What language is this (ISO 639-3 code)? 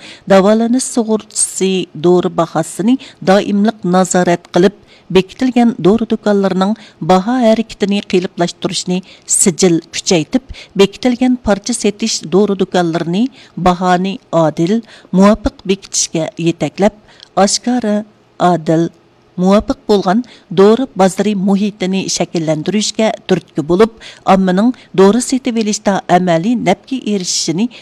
uig